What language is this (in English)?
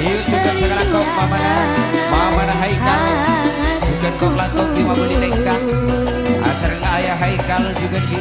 Madurese